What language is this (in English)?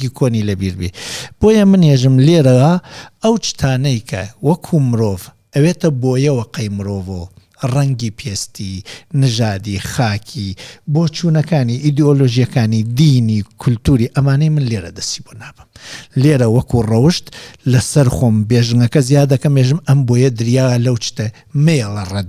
Central Kurdish